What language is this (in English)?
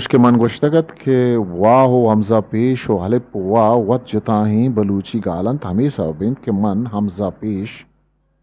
Eastern Balochi